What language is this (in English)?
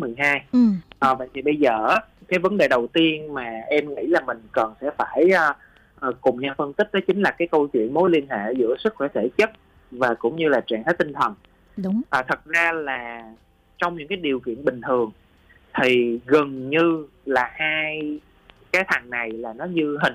Vietnamese